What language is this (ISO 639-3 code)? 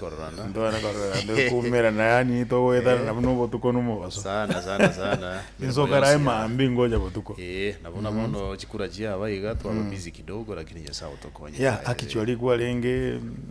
guz